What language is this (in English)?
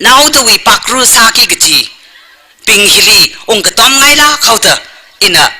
Tangkhul Naga (India)